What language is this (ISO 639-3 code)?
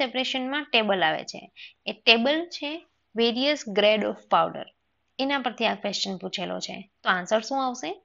guj